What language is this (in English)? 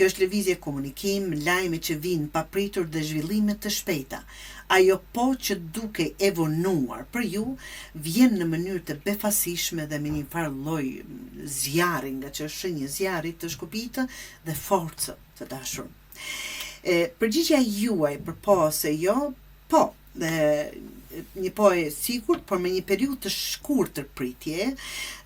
Albanian